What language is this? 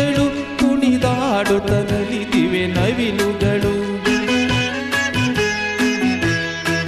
Kannada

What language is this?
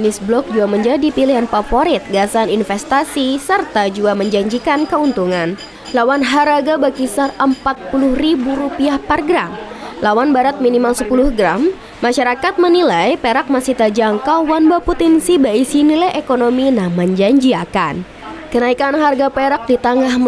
Banjar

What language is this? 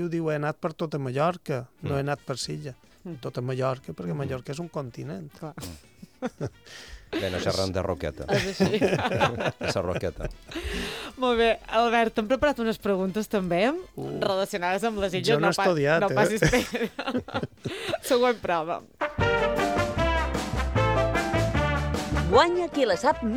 Catalan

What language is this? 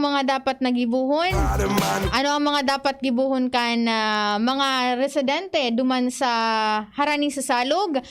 Bikol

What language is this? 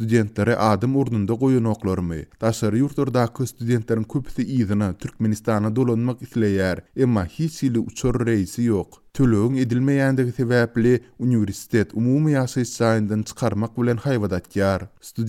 Turkmen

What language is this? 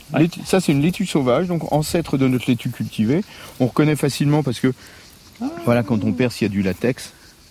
French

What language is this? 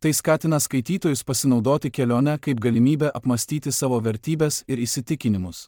Lithuanian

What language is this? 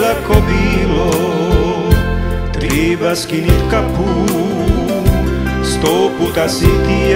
Croatian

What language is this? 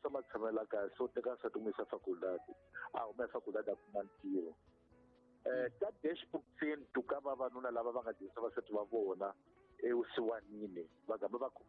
Tsonga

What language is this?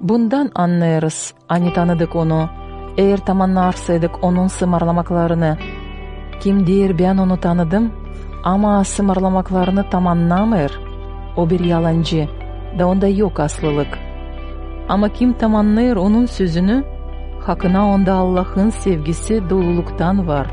Gagauz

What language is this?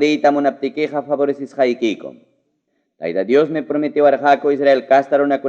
Ayacucho Quechua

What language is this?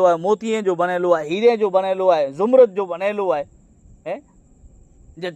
Kachhi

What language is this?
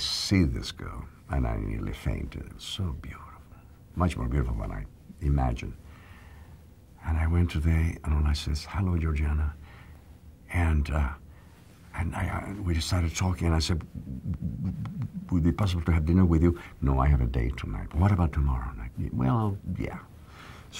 English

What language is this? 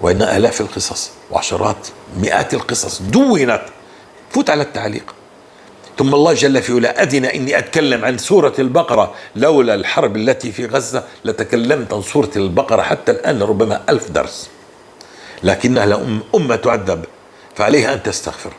North Levantine Arabic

